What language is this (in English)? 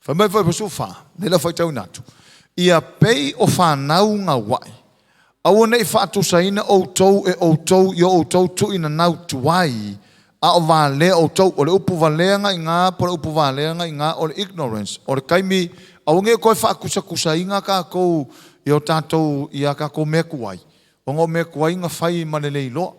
Samoan